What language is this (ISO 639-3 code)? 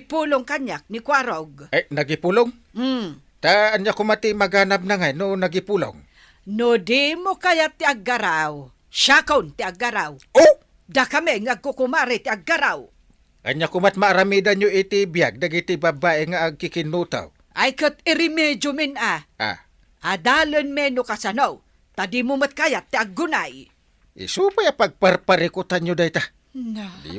ilo